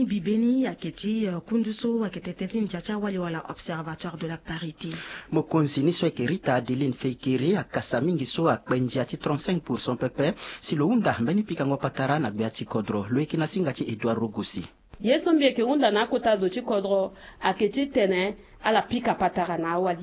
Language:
Sango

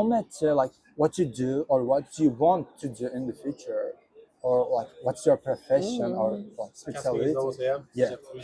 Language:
Uzbek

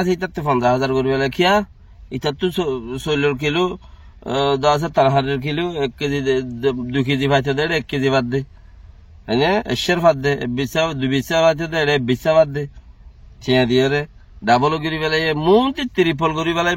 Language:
Rohingya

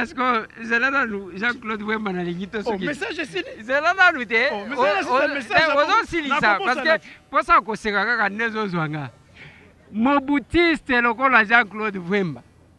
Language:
Lingala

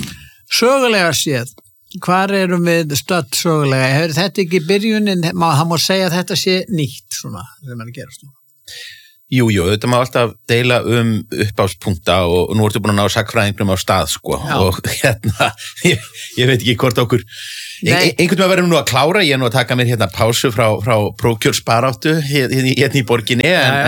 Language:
Icelandic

